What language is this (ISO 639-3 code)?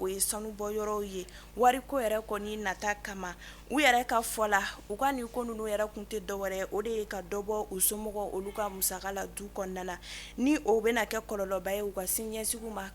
bam